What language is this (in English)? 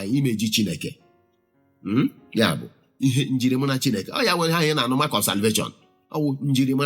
Igbo